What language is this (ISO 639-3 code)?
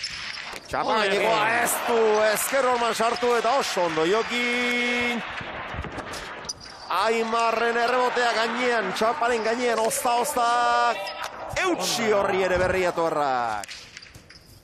eus